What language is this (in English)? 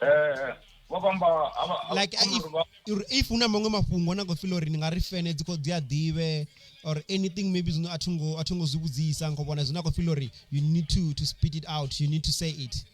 Venda